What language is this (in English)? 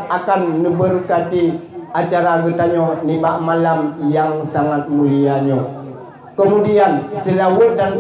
Achinese